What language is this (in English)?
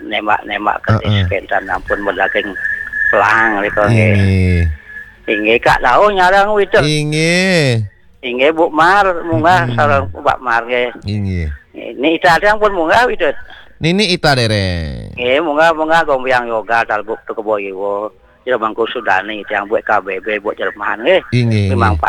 Balinese